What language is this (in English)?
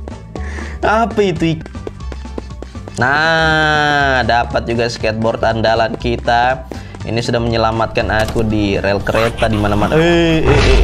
Indonesian